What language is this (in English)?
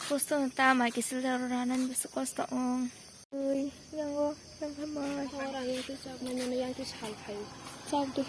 Kok Borok